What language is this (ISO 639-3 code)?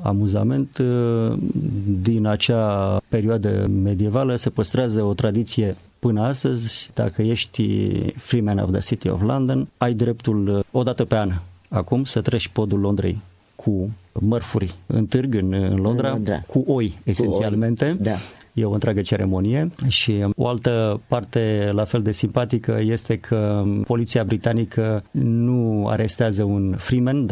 ron